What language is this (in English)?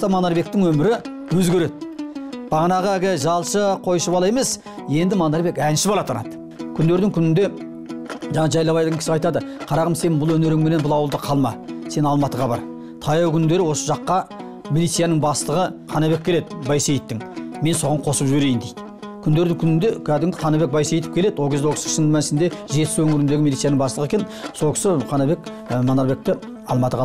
Kazakh